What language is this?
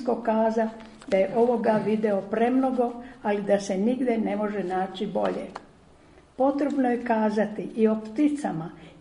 Serbian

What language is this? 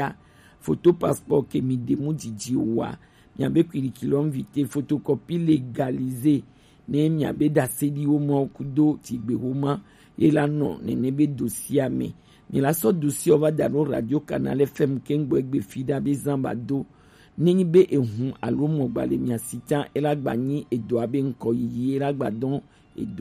Gen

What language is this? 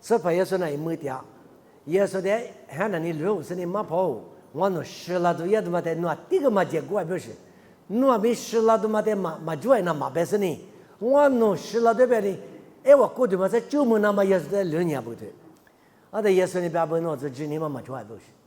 Lisu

